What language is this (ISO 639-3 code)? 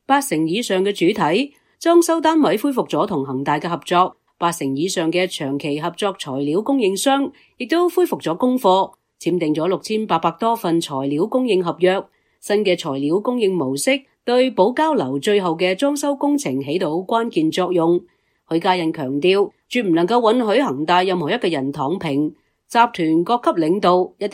yue